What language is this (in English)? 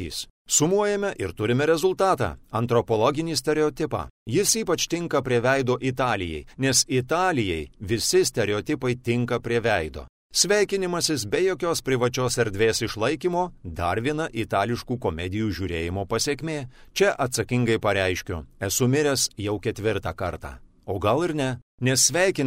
Lithuanian